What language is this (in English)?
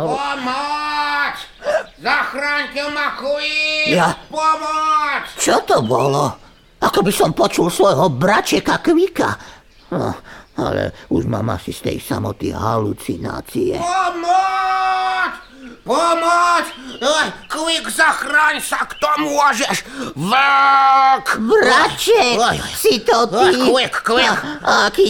Slovak